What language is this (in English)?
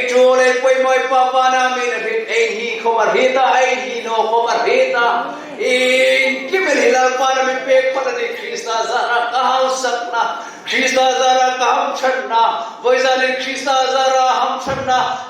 Hmar